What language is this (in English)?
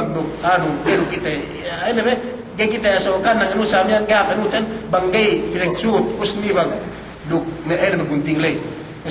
Yakan